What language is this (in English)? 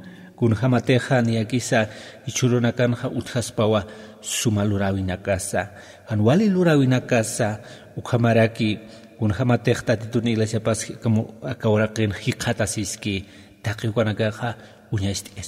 Aymara